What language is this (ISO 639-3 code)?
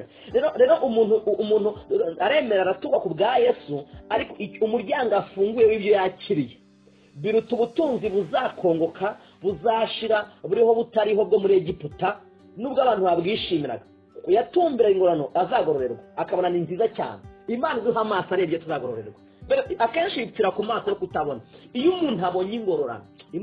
kin